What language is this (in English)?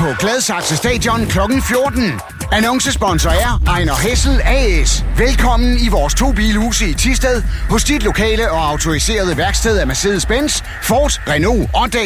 Danish